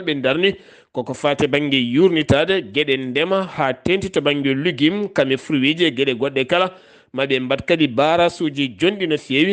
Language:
Fula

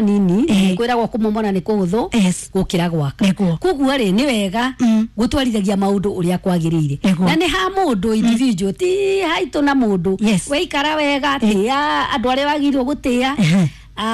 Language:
Kikuyu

